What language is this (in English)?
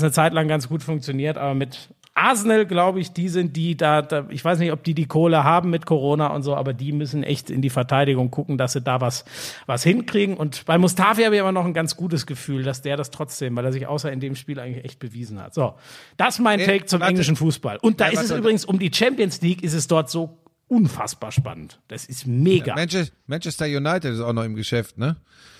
German